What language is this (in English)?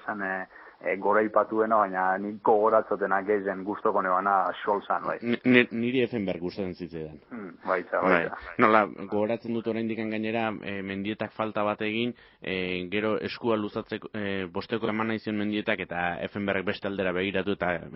Basque